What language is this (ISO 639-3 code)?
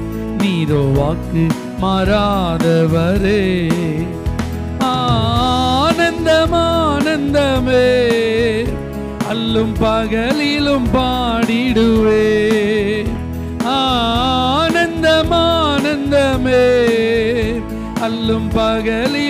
tam